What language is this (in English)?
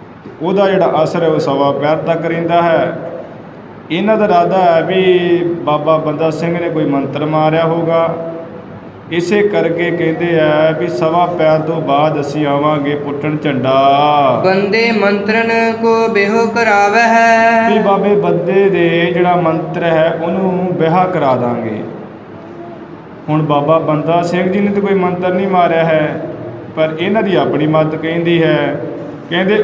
Punjabi